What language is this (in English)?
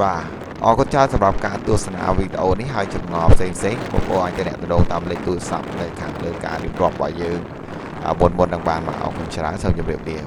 Khmer